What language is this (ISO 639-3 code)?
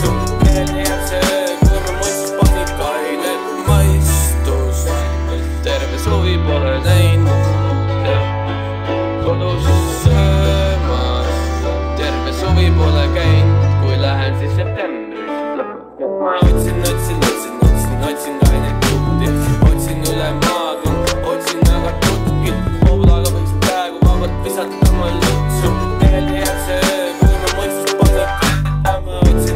est